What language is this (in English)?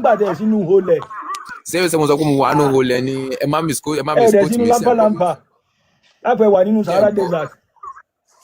Yoruba